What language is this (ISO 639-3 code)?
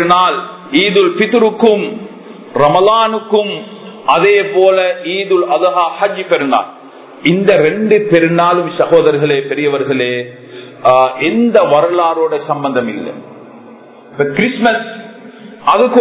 tam